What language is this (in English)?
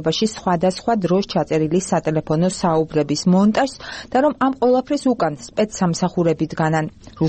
Georgian